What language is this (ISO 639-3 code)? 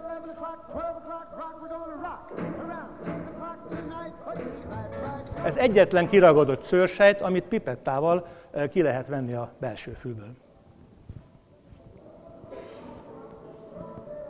hun